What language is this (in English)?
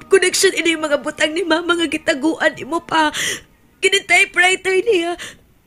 Cebuano